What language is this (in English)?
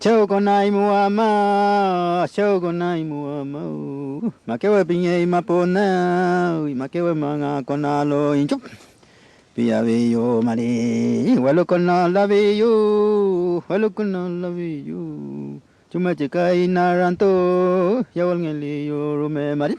Mapuche